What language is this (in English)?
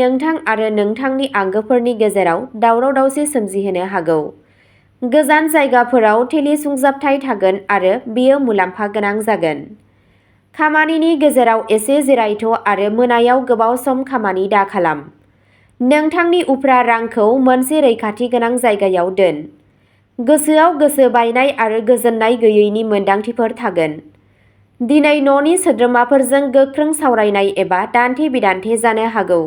Bodo